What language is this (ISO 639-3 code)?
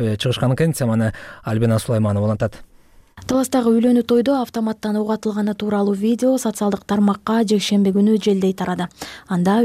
kir